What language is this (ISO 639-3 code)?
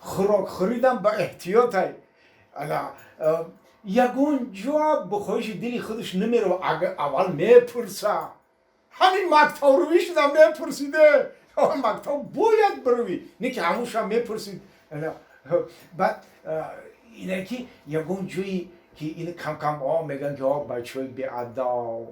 tgk